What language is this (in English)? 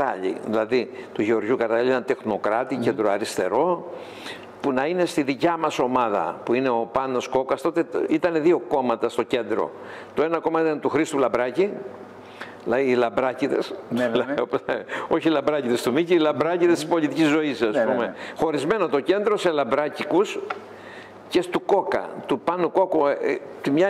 Greek